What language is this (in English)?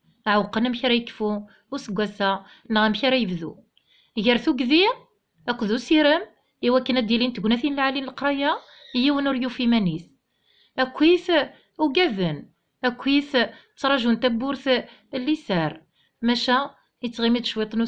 Kabyle